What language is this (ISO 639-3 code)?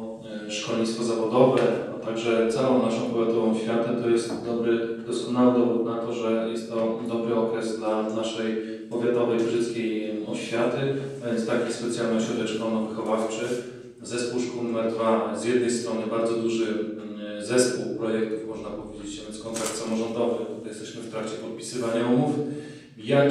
pol